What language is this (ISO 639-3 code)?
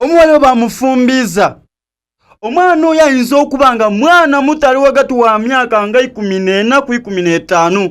xog